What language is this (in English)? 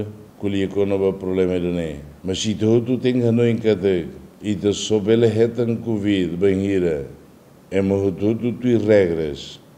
Tetum